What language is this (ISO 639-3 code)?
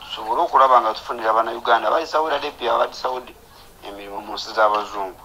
lug